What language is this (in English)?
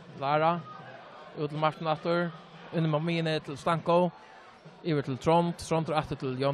Faroese